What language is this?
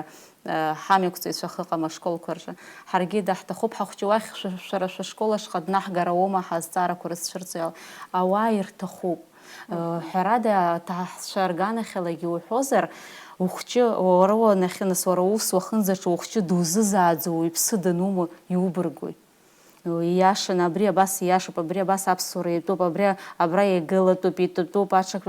Abkhazian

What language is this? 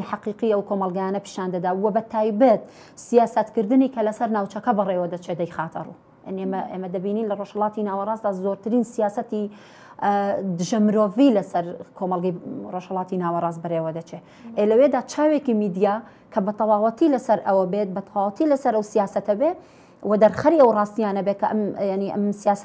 Central Kurdish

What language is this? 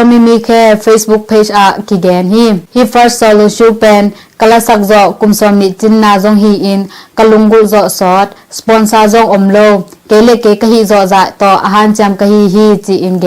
Tedim Chin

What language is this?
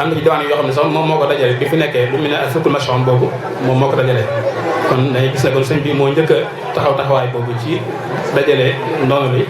Wolof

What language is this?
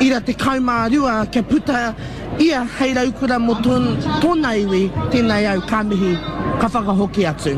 Māori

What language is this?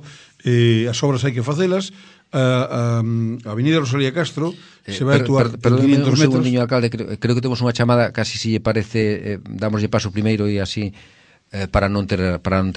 Galician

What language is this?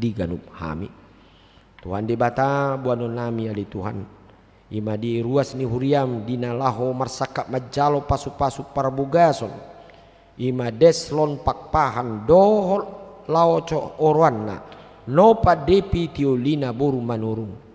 Batak Toba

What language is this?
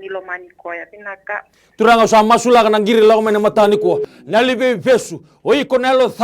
Fijian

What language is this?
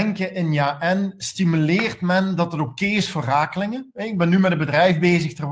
Dutch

